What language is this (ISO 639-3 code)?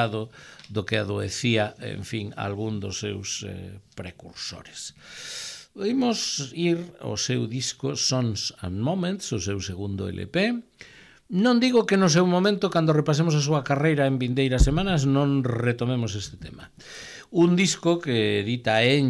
glg